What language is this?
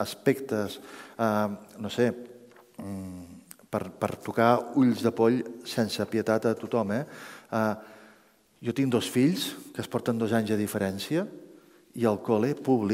Catalan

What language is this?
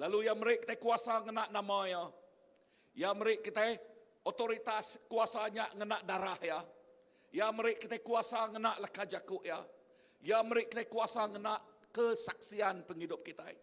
Iban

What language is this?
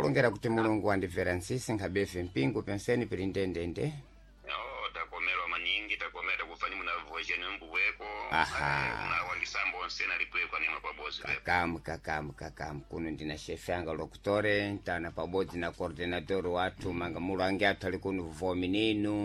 Sena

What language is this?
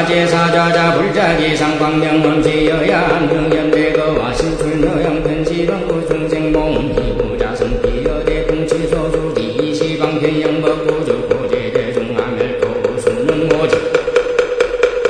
Korean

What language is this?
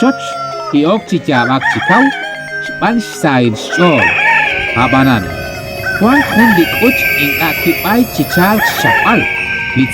Kekchí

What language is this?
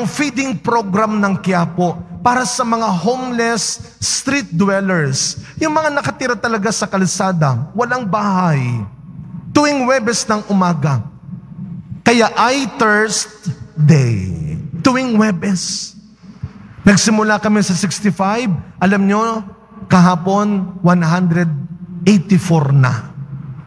Filipino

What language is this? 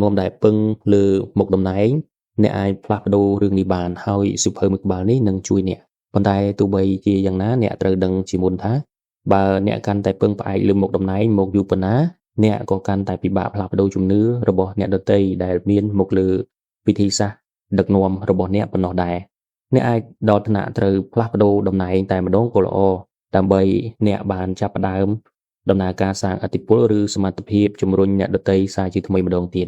Khmer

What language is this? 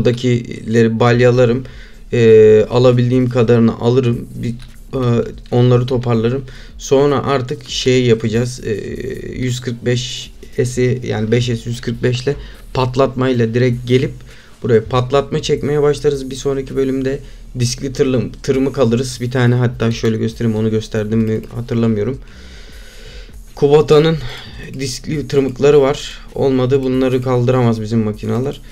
Turkish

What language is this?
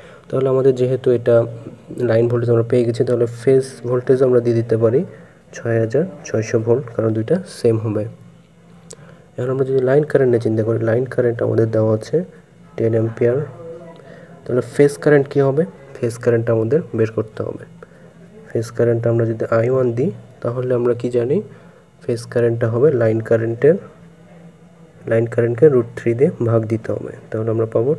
Bangla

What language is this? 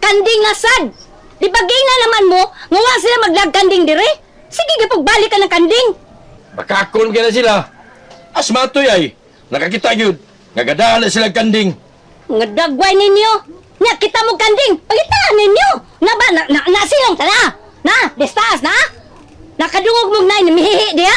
Cebuano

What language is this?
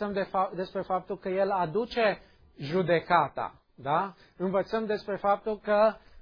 Romanian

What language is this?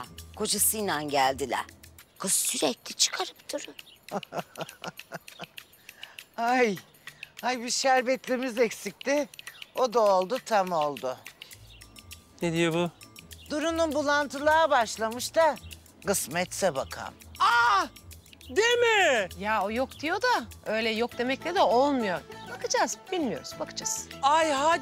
Turkish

